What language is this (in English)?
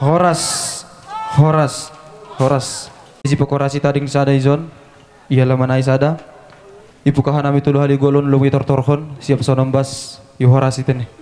Batak Simalungun